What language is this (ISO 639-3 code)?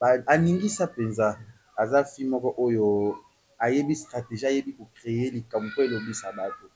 lin